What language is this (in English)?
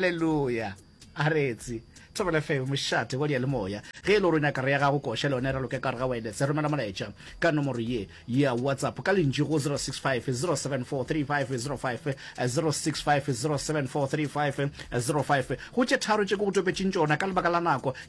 Northern Sotho